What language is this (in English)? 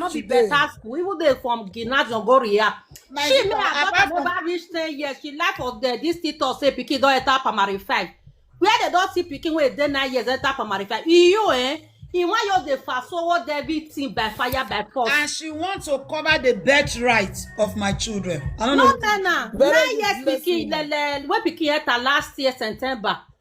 Nigerian Pidgin